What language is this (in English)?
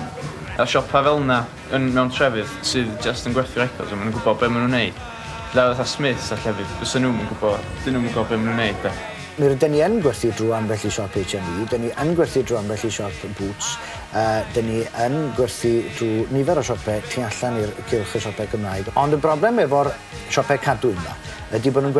Welsh